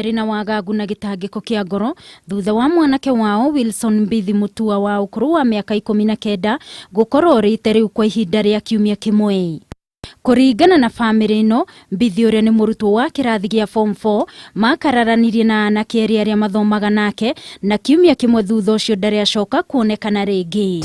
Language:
Kikuyu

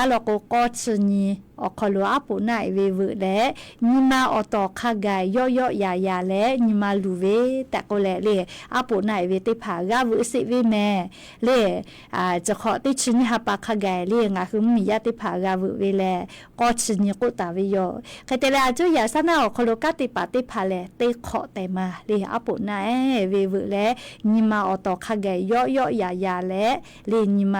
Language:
Lahu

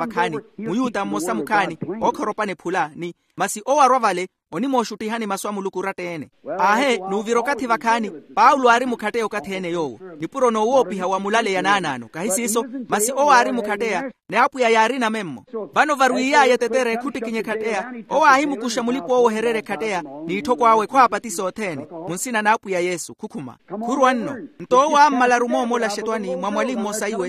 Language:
Makhuwa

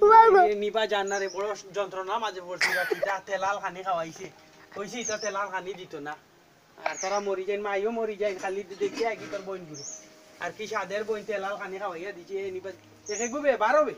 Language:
Sylheti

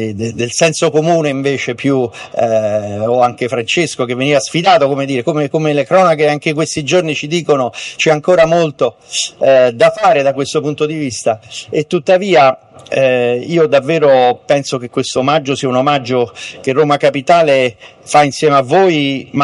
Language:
Italian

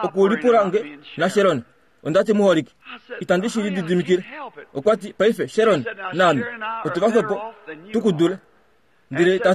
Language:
Kuanyama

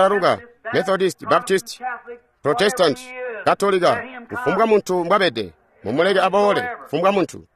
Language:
Tonga (Zambia)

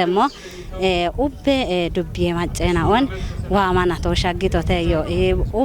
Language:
Kafa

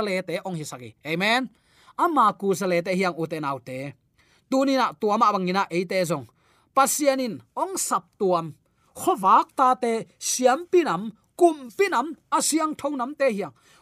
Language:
Tedim Chin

